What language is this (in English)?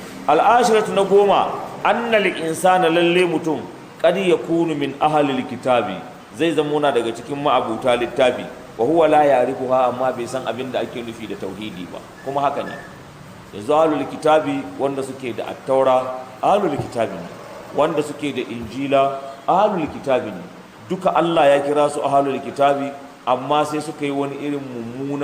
Hausa